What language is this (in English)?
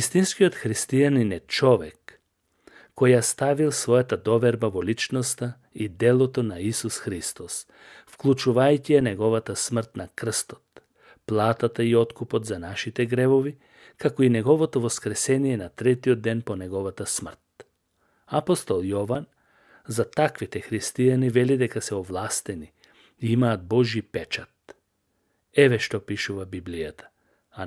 Macedonian